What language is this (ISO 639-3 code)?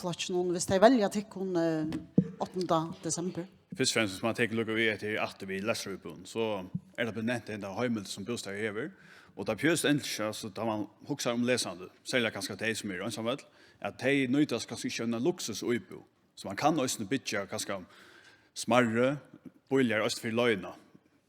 fao